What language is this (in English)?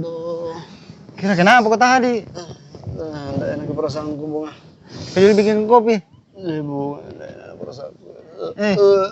Makassar Malay